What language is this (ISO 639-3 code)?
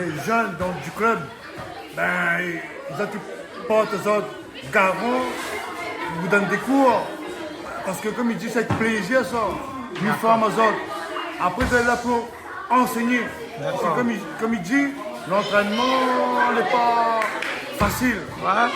rcf